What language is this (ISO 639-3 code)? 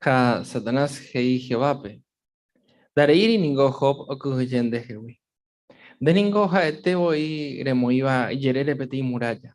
grn